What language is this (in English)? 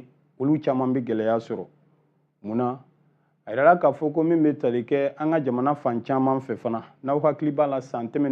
Bambara